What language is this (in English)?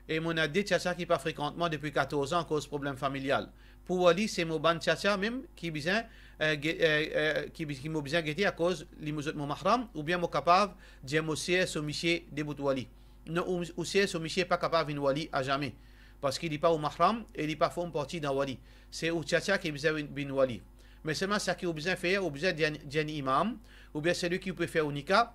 Morisyen